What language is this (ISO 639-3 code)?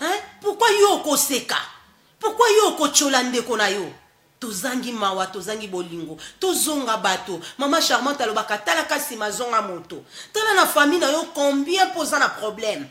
lin